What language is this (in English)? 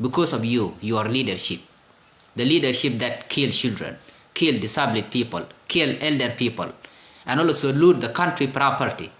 Nuer